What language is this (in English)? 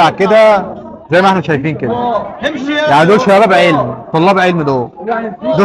Egyptian Arabic